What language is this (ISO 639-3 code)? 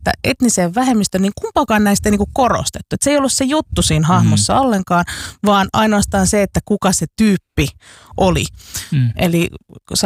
fin